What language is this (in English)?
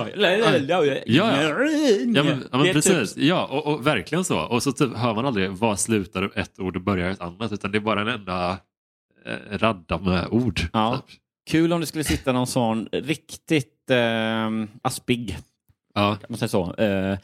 Swedish